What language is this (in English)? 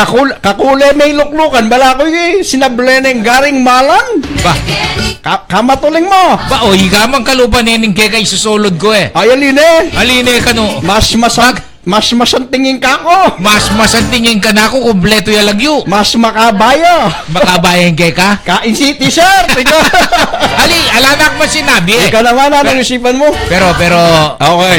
Pampanga